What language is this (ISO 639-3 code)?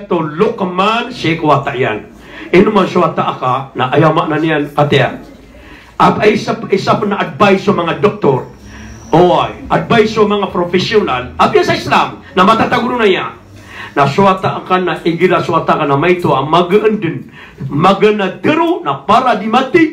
mrw